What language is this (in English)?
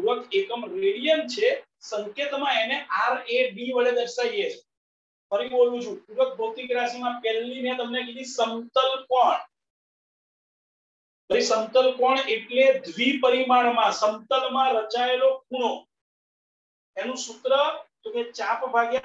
Gujarati